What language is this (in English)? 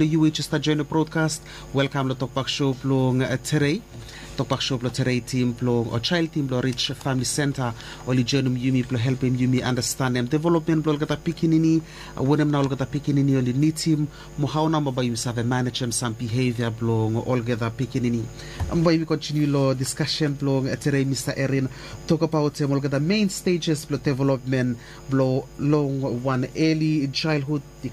Bislama